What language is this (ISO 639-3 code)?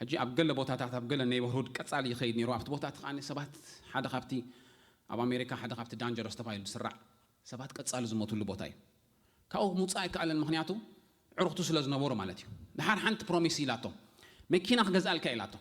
tir